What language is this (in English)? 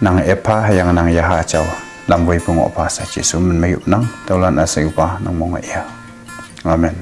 Konyak Naga